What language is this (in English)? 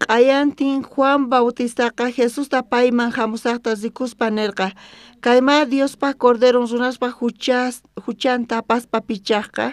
South Bolivian Quechua